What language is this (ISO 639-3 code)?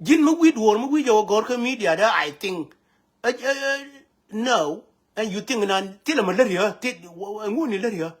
nus